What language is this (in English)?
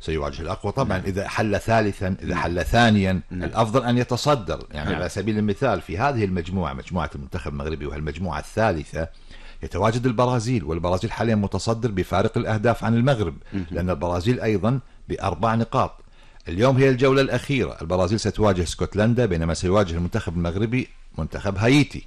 Gulf Arabic